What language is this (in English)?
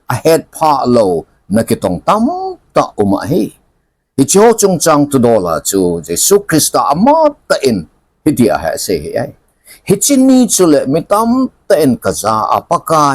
Thado Chin